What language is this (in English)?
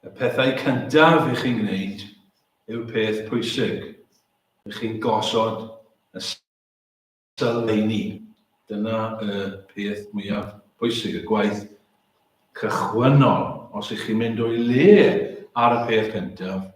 Welsh